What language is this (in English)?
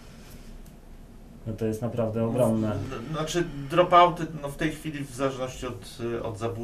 Polish